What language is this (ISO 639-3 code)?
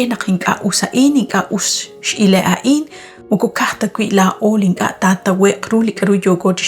kek